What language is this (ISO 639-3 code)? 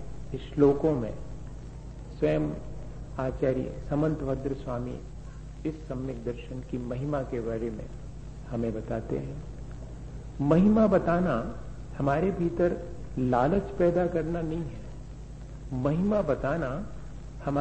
hin